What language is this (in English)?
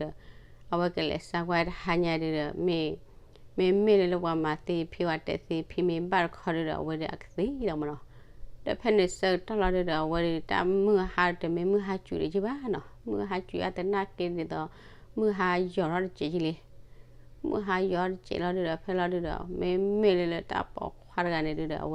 S'gaw Karen